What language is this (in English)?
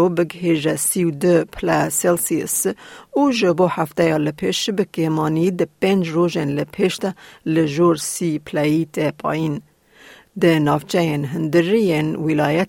Kurdish